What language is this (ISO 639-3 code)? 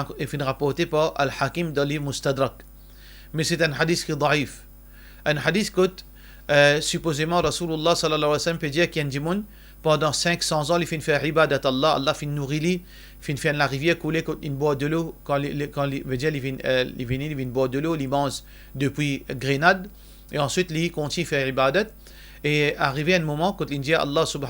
mfe